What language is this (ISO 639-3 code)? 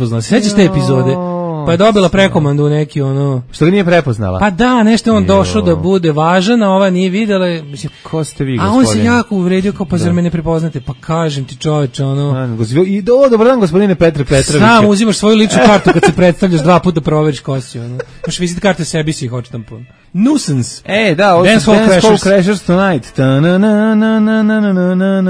srp